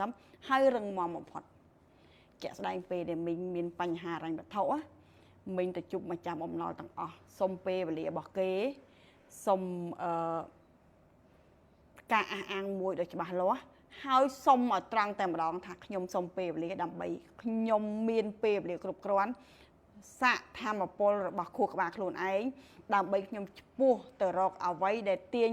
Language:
Khmer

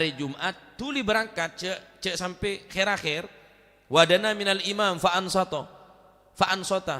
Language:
Madurese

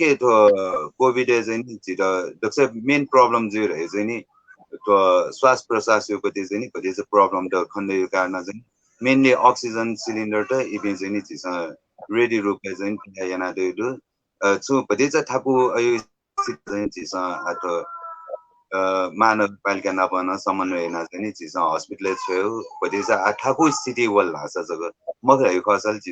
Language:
Newari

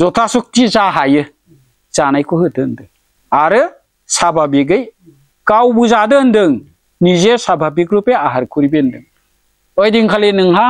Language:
Bodo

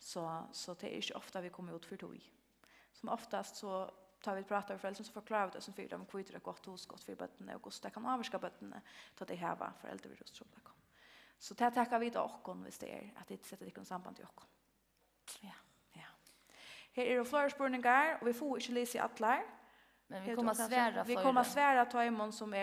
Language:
Faroese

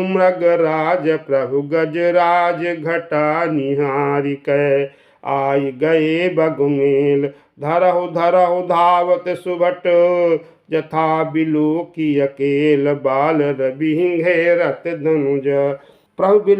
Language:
Awadhi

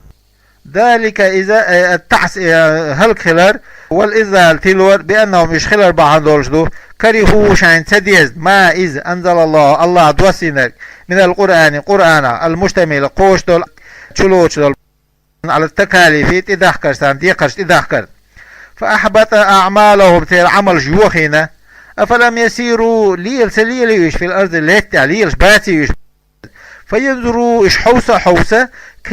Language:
Chechen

